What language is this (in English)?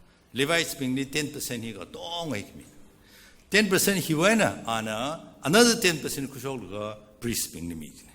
Tangkhul Naga (India)